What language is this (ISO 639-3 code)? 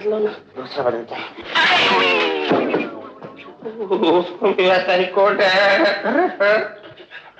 hin